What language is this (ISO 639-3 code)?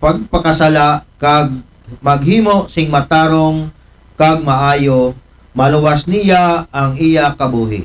akl